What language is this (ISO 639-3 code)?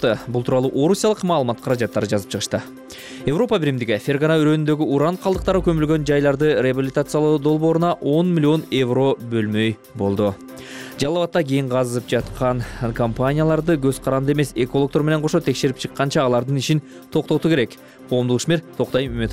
kir